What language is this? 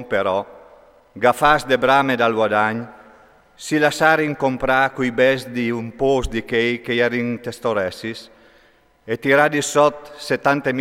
Friulian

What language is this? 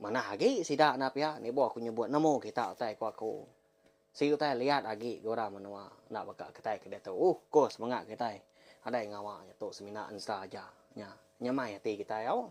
Iban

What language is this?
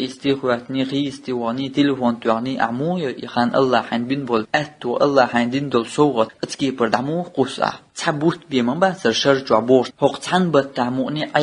Chechen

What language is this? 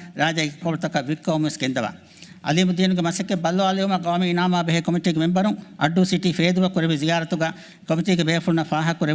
Divehi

